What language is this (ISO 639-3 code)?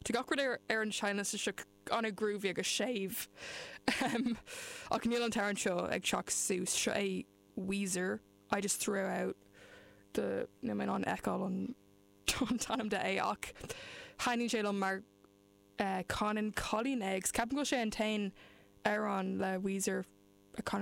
gle